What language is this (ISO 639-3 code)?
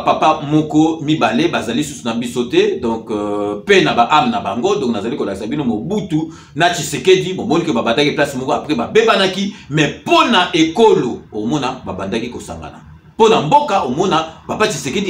lin